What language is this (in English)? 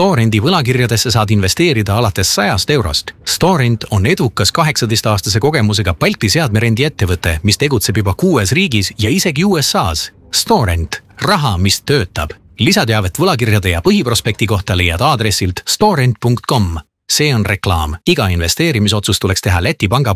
Estonian